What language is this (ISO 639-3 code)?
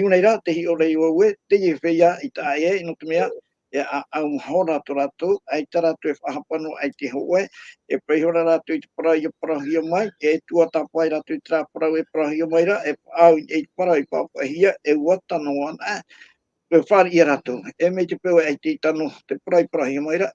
tah